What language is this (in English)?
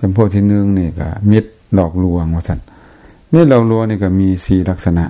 Lao